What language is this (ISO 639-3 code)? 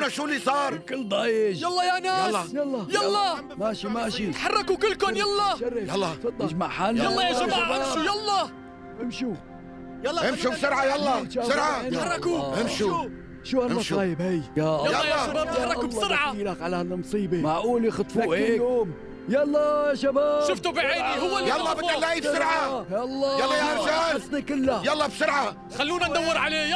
apc